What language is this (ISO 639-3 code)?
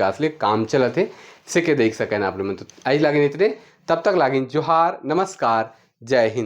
sck